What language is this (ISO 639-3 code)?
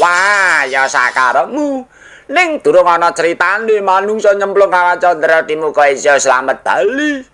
jav